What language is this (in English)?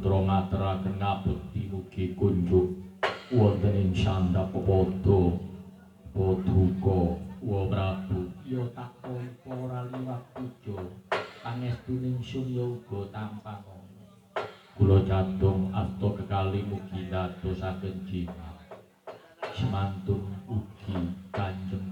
Javanese